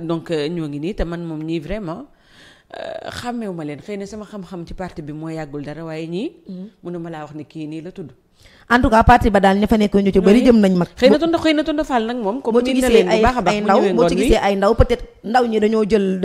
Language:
Wolof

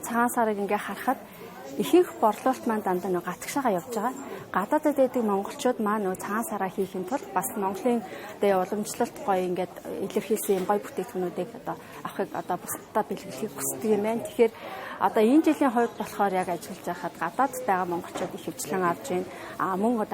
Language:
Mongolian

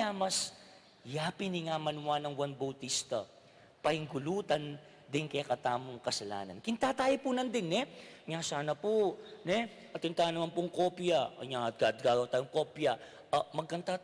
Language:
Pampanga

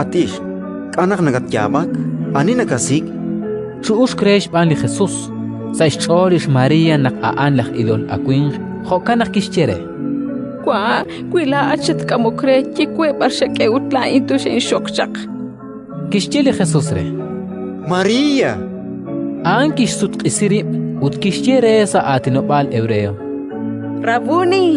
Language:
Kekchí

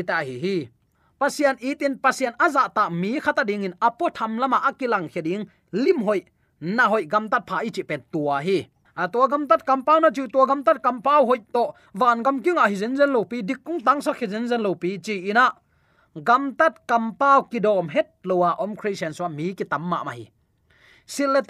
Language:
Tedim Chin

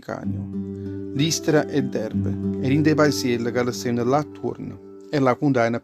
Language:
Neapolitan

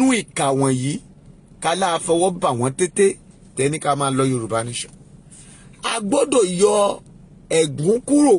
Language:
Yoruba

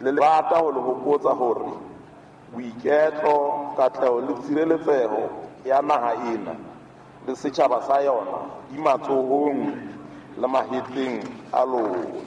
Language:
Southern Sotho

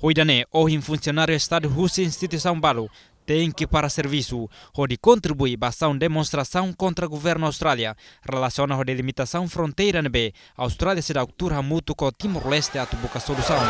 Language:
Tetum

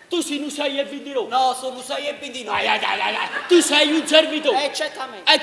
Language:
Neapolitan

